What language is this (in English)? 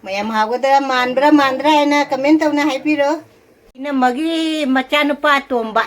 Manipuri